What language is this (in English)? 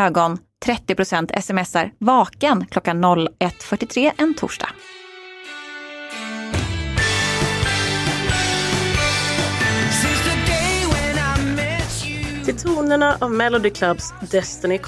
Swedish